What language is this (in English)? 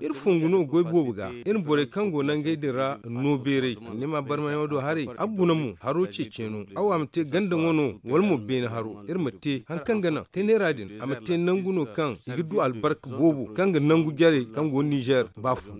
Zarma